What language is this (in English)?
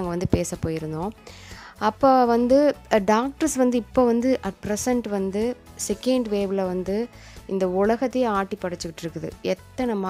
Tamil